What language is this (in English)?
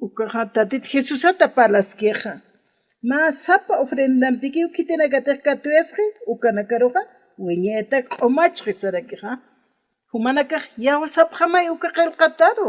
Aymara